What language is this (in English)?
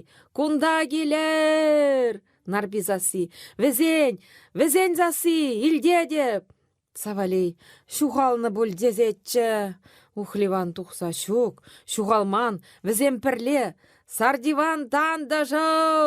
Chuvash